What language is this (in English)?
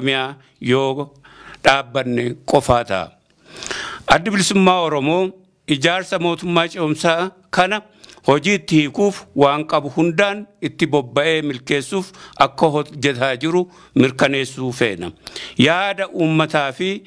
Oromo